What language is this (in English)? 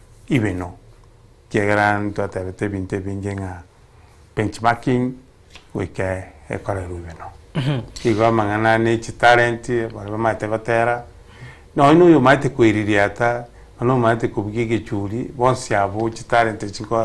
Gusii